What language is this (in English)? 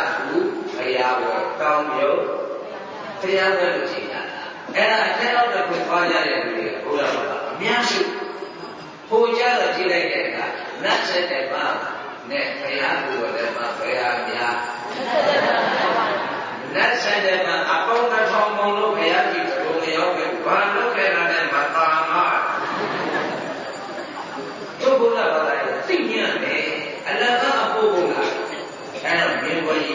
Burmese